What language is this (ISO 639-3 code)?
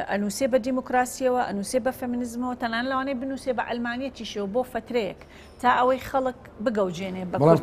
ckb